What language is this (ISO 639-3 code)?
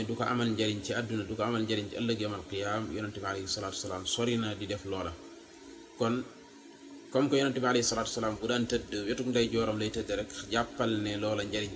wol